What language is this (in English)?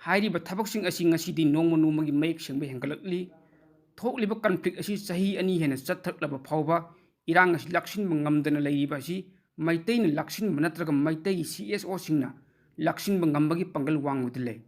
Manipuri